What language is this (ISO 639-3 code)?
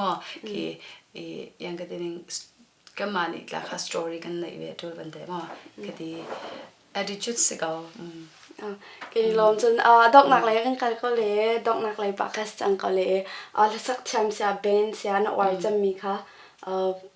cnh